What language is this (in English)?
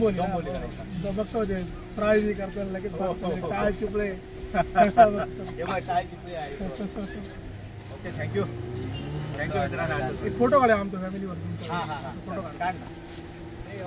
Marathi